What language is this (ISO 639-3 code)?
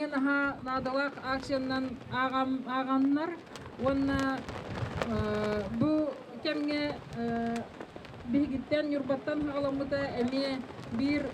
sah